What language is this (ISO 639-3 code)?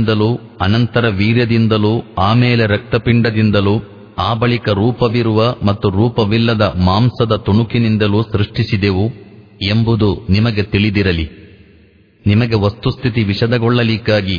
kan